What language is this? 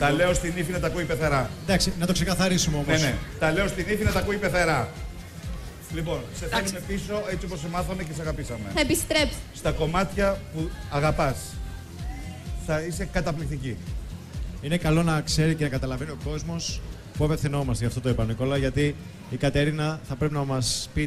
Greek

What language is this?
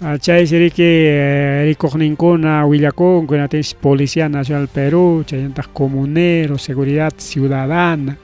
Ayacucho Quechua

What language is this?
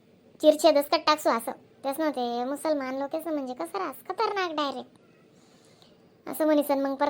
Khandesi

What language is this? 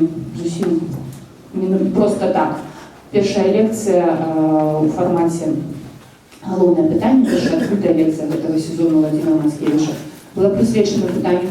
Belarusian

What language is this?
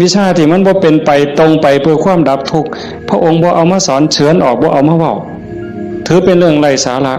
Northeastern Thai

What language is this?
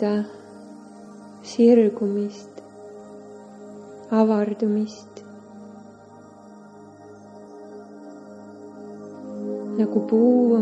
Estonian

